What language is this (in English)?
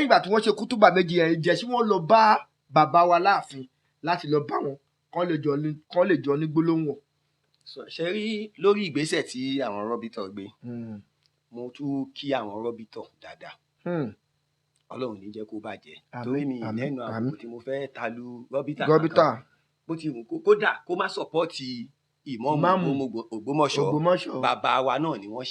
Yoruba